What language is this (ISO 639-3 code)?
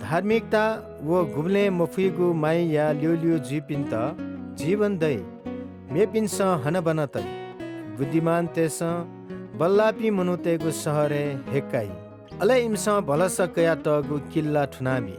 new